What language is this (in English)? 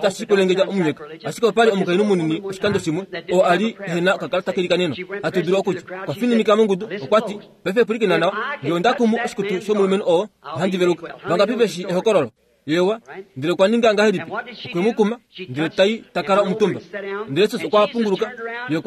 Kuanyama